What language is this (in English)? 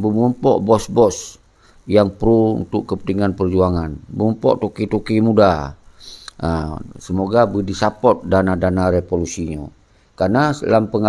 Achinese